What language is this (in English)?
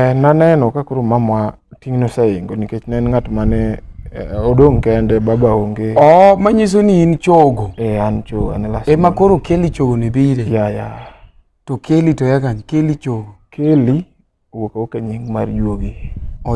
Luo (Kenya and Tanzania)